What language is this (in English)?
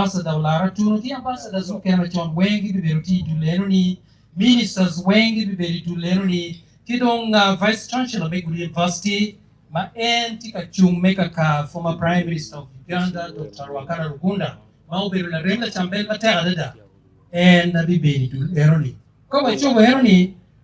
Acoli